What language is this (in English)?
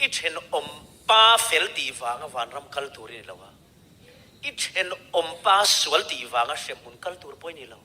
Mizo